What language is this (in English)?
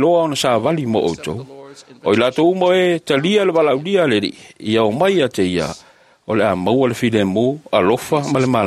Samoan